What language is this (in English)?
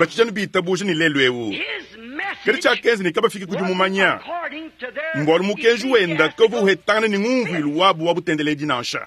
Luba-Lulua